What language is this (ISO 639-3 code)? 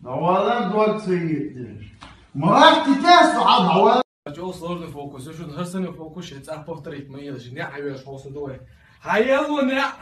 che